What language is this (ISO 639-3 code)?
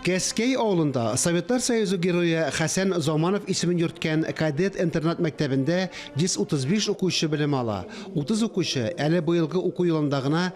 tat